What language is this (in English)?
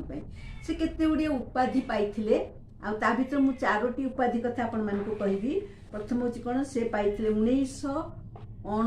Odia